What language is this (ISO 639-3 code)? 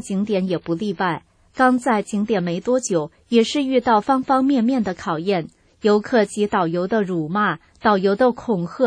zho